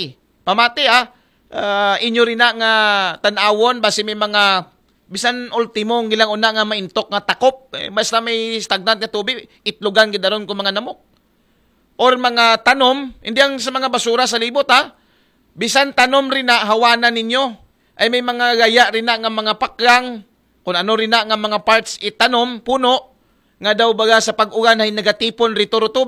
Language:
Aklanon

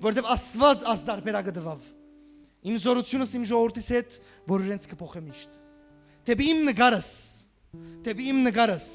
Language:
Western Armenian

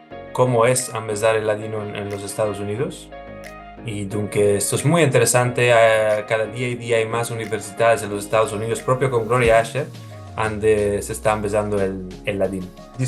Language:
Ladino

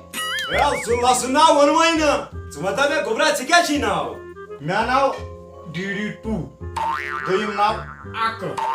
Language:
Kashmiri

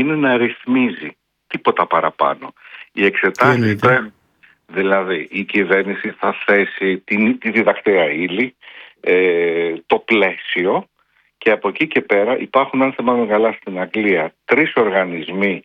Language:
Greek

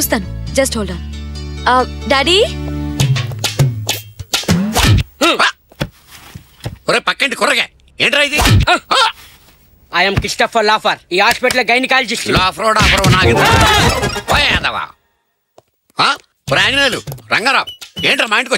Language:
Telugu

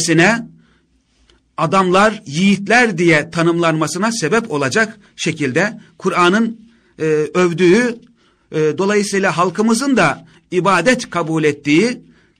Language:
Turkish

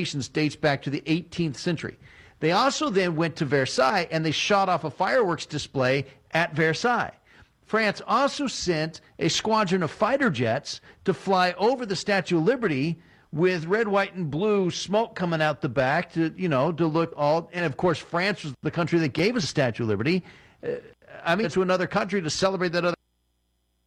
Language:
English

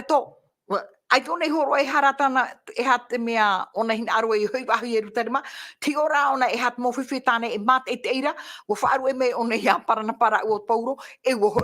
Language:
Tahitian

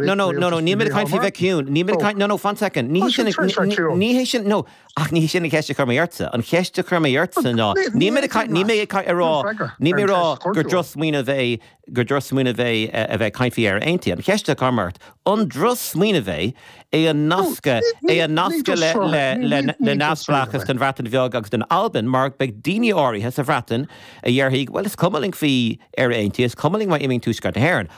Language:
Irish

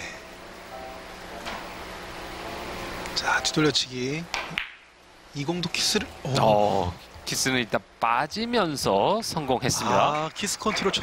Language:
Korean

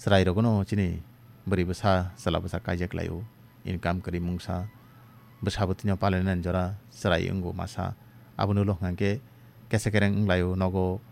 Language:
Kok Borok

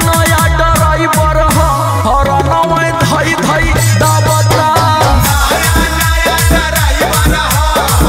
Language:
Bhojpuri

